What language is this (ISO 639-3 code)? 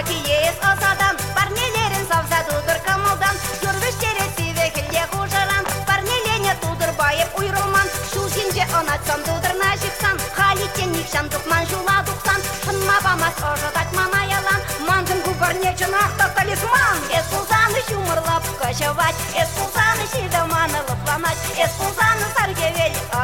chv